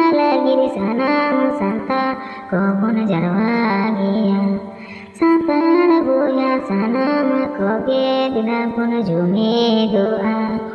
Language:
Santali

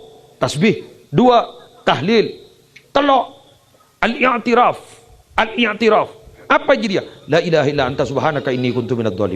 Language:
Madurese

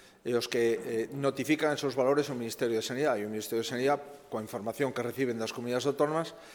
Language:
Galician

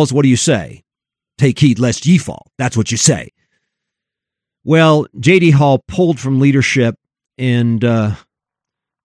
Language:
English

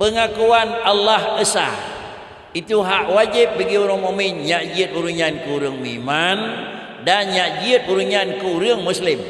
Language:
Achinese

